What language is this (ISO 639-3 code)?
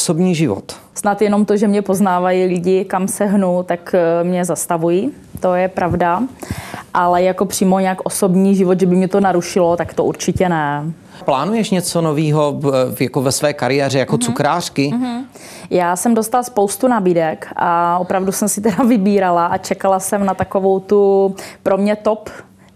ces